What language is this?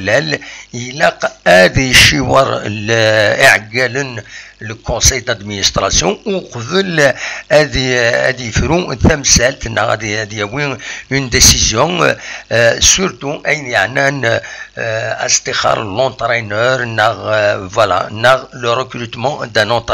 Kabyle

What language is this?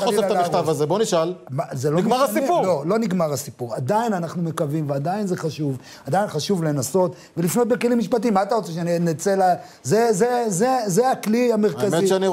Hebrew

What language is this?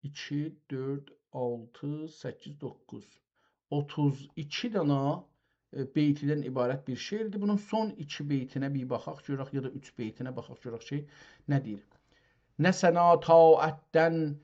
South Azerbaijani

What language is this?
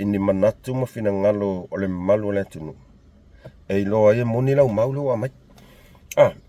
Samoan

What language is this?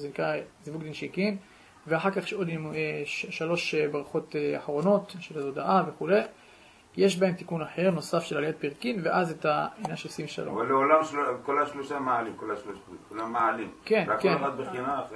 Hebrew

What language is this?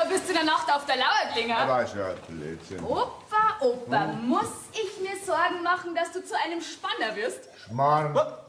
Bavarian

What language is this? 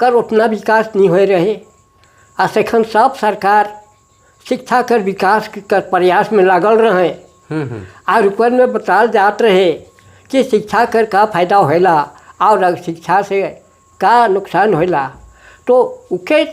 Sadri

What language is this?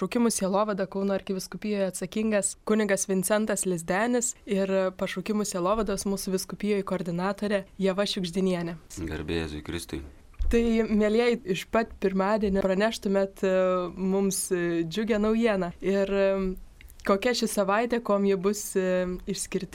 Lithuanian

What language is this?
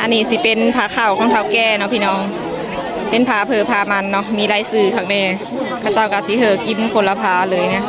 Northeastern Thai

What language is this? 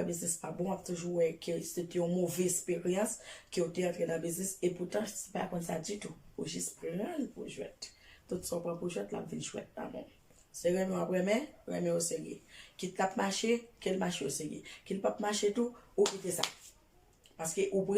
Haitian Creole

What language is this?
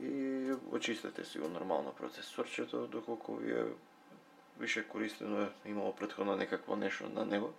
Macedonian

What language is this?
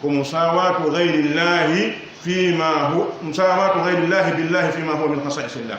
Pular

